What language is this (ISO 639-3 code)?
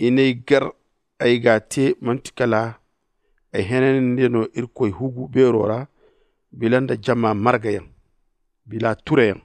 dje